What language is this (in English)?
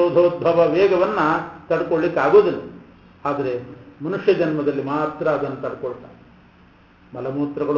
Kannada